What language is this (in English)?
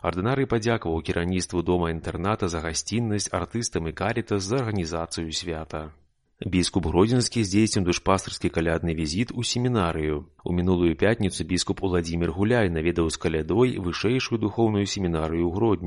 Belarusian